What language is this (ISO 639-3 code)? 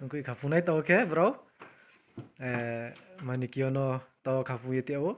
ria